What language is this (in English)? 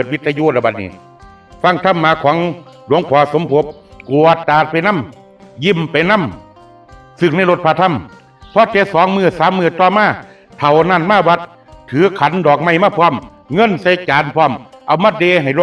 Northeastern Thai